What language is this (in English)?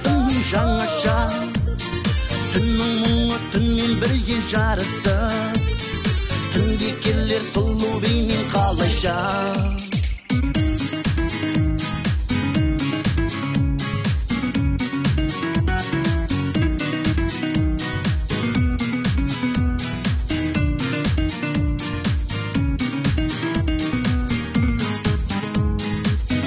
Kazakh